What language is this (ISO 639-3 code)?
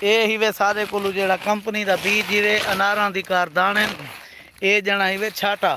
skr